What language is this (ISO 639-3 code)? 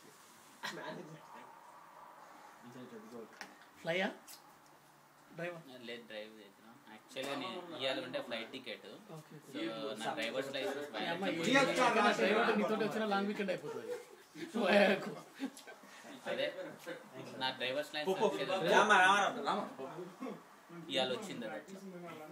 tel